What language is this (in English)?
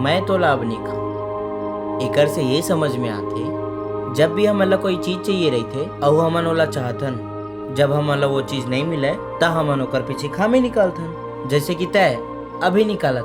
Chhattisgarhi